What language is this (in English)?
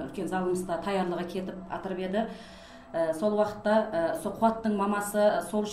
Kara-Kalpak